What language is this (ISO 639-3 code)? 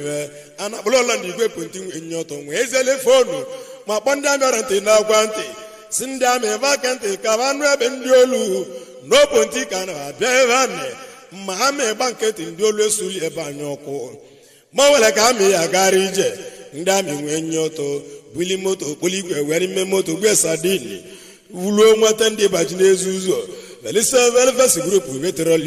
ibo